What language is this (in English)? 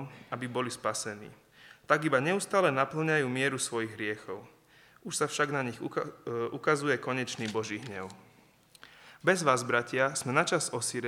Slovak